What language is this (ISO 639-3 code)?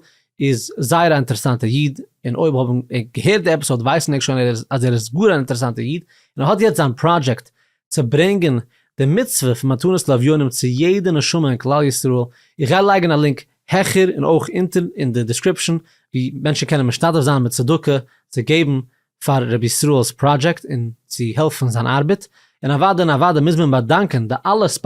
yid